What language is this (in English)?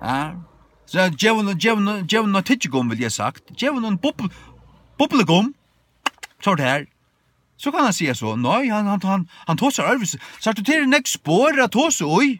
Faroese